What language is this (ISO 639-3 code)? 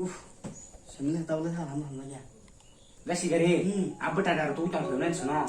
trp